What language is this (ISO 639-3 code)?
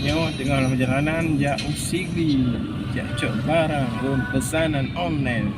ace